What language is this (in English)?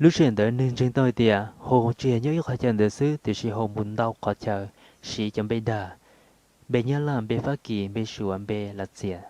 Hmong